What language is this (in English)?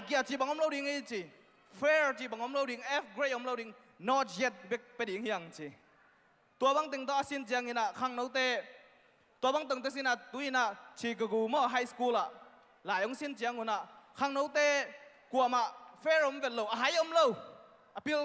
Tedim Chin